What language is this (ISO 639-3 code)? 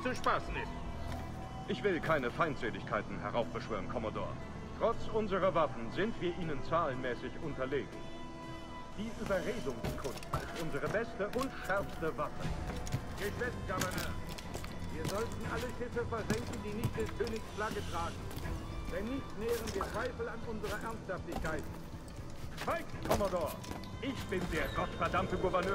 deu